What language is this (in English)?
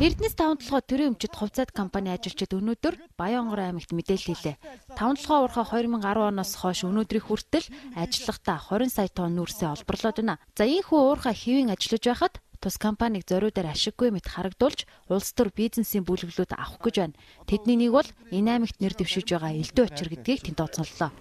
Mongolian